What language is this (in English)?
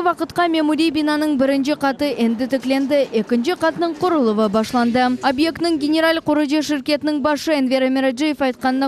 Crimean Tatar